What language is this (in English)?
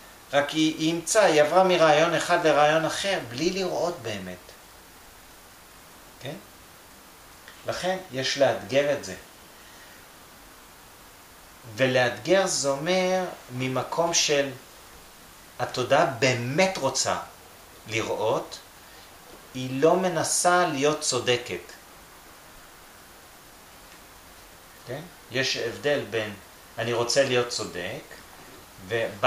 Hebrew